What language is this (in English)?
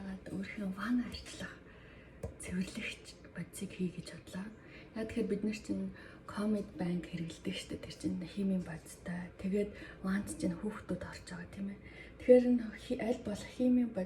Mongolian